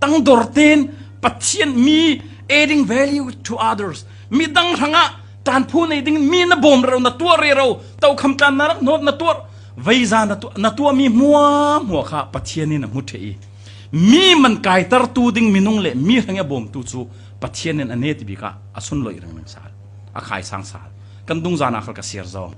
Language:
Falam Chin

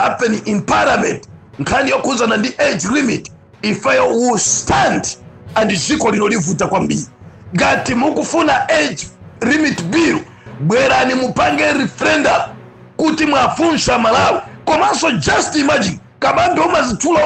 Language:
Nyanja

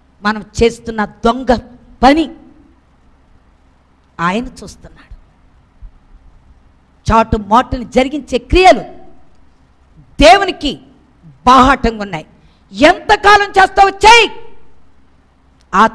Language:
Telugu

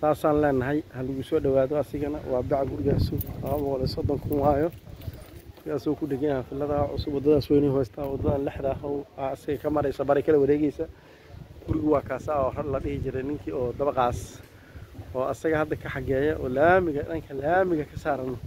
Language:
Somali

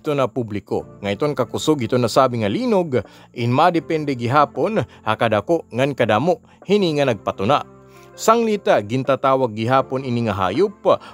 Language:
Waray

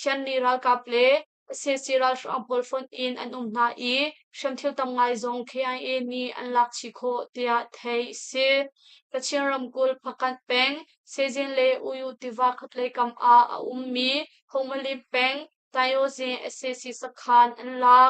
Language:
Hakha Chin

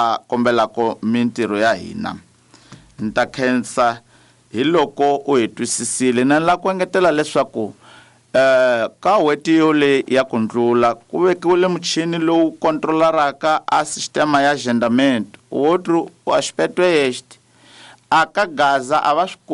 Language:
Tsonga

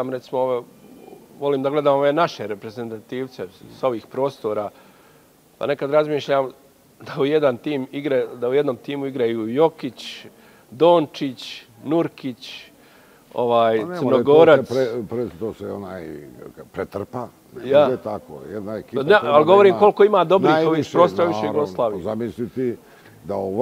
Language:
Bosnian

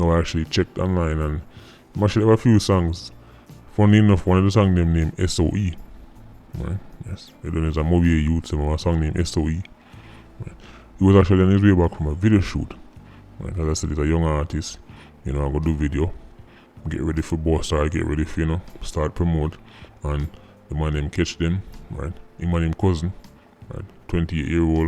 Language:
Jamaican Creole English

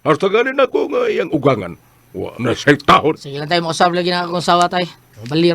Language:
Cebuano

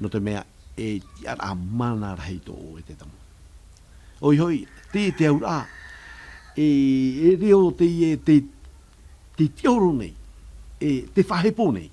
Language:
Tahitian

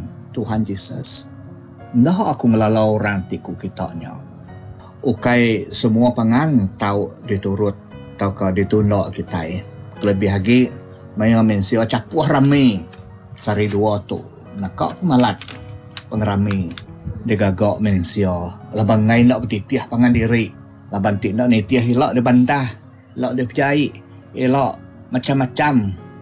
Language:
Iban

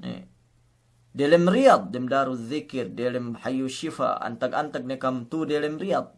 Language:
Yakan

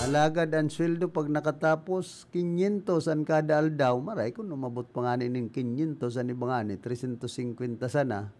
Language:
Bikol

